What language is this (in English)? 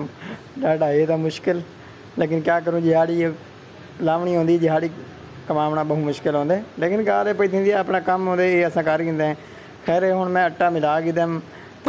Saraiki